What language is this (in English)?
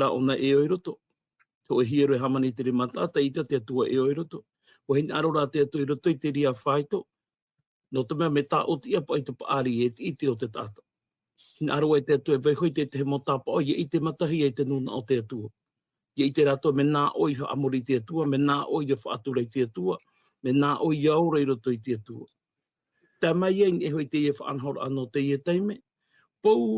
Tahitian